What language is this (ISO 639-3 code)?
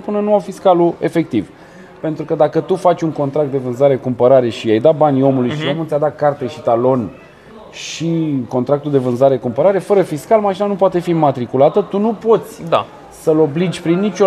ron